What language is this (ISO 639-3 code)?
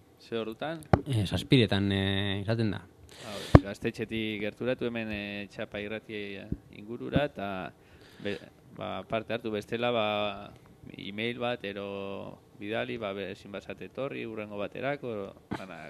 eus